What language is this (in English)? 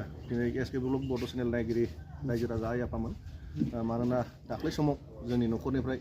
Bodo